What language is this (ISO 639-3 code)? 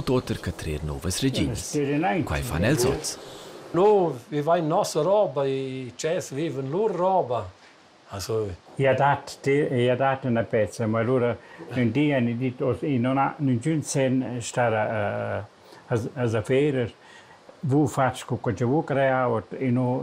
roh